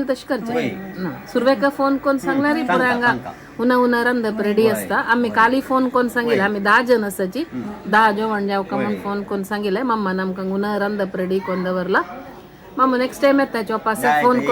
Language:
Konkani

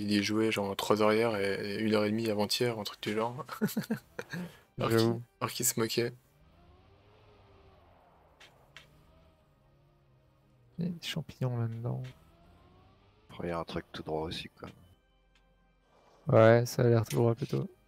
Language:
French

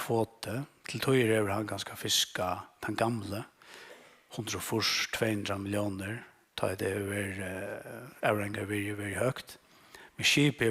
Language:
Faroese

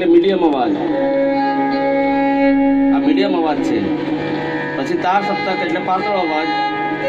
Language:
Gujarati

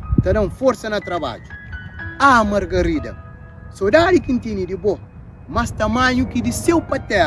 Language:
Kabuverdianu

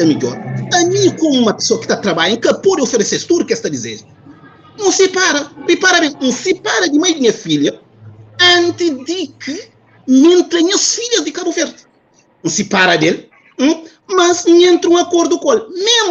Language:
Kabuverdianu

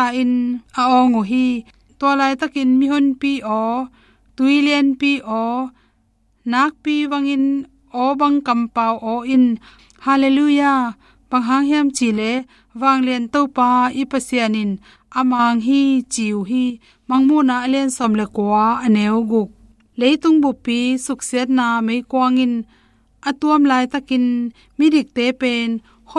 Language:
Tedim Chin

